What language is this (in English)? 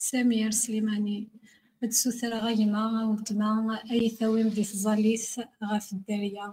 Kabyle